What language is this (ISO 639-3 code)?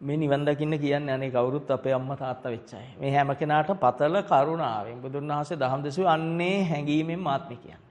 sin